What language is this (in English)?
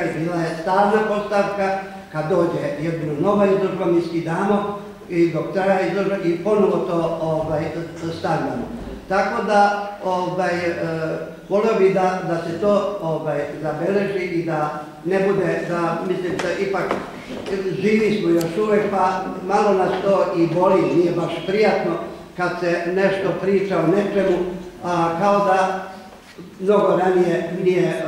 Serbian